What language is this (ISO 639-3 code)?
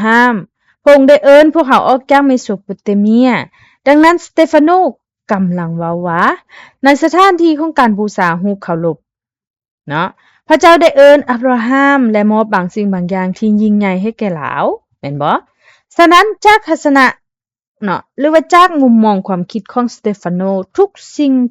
lao